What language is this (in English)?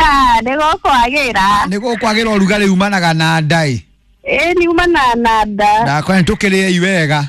Kikuyu